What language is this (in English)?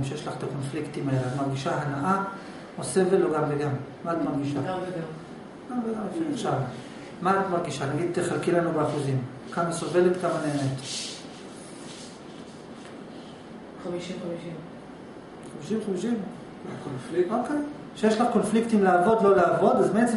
Hebrew